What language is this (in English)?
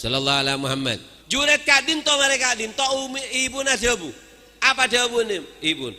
Madurese